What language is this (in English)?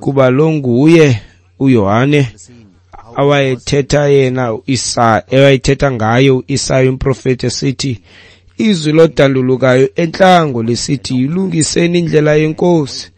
Xhosa